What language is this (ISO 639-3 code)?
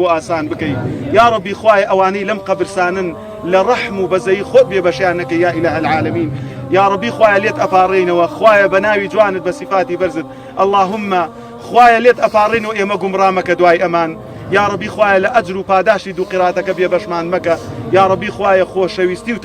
ckb